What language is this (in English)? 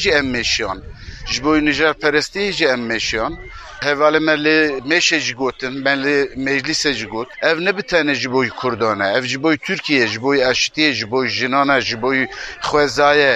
Kurdish